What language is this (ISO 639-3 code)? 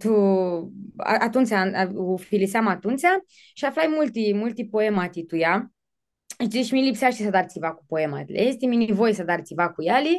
rup